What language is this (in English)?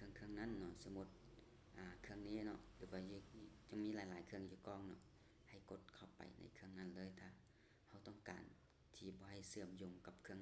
Lao